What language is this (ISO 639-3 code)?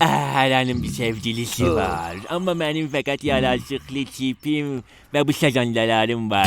azb